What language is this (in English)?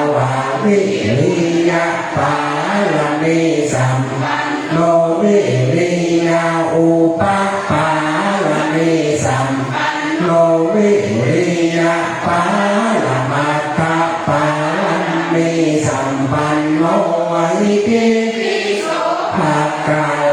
Pali